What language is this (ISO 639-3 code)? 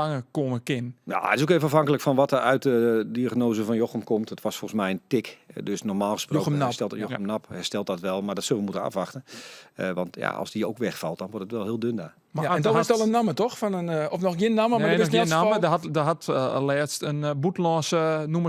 fry